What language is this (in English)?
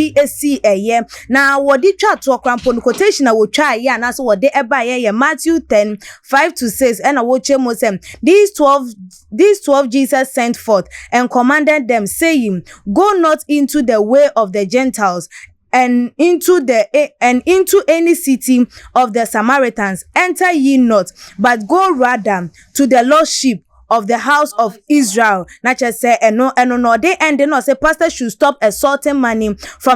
Akan